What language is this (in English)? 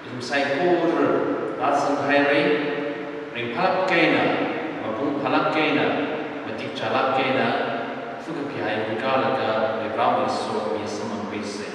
Tangkhul Naga (India)